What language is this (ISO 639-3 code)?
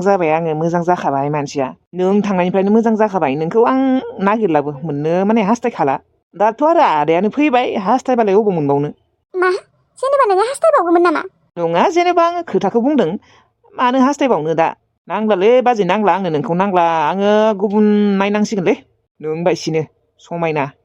brx